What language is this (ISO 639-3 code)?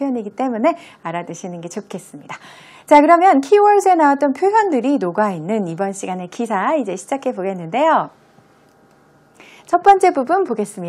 kor